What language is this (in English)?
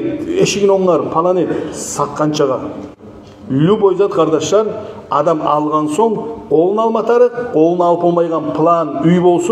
Kumyk